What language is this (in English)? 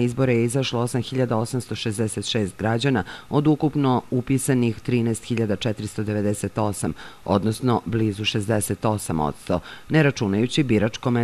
Serbian